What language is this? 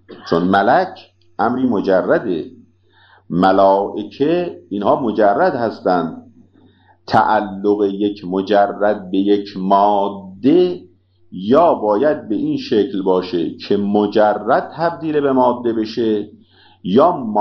Persian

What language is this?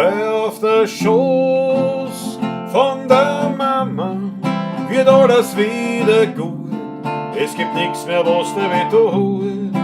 Bavarian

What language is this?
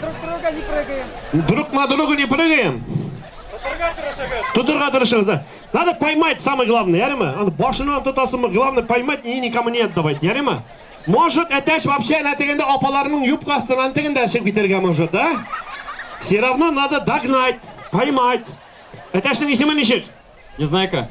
Tatar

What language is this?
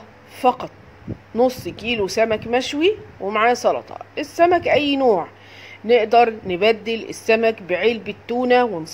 Egyptian Arabic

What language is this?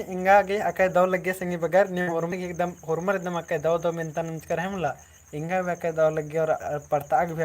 Kurukh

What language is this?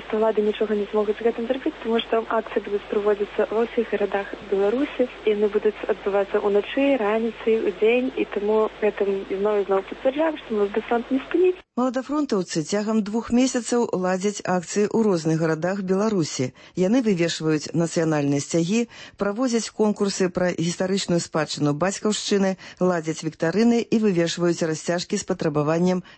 Belarusian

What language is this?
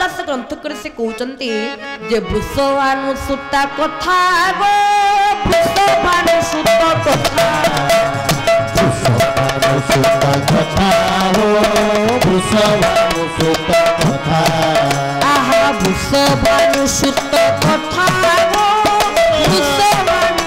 Odia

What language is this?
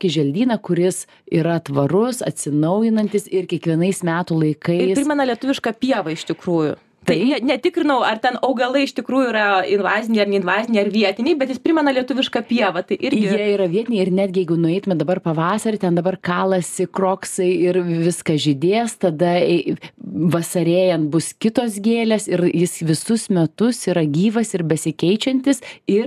Lithuanian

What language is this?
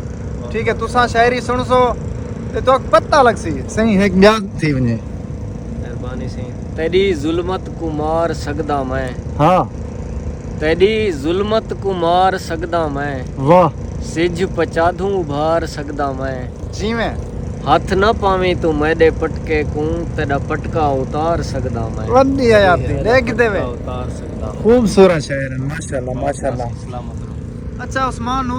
Saraiki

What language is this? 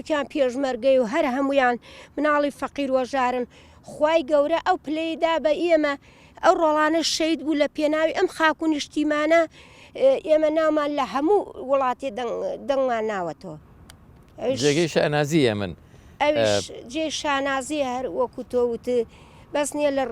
Central Kurdish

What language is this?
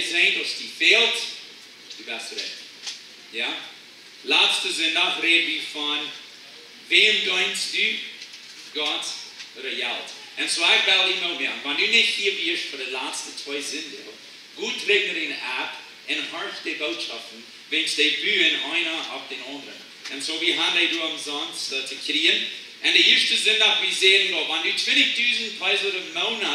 Plautdietsch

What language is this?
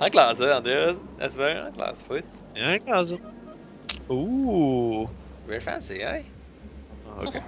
Faroese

